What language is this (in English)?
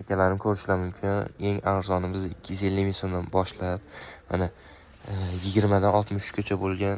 Uzbek